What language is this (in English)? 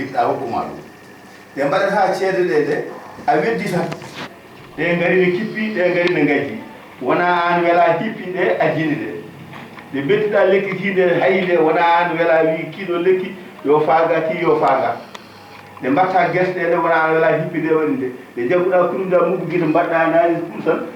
Fula